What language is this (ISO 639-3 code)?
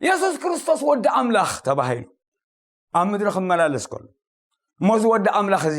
tir